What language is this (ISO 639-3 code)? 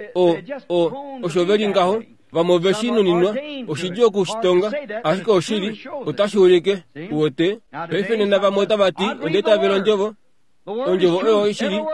kua